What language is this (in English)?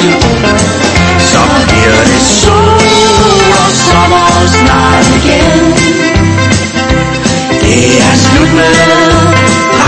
Danish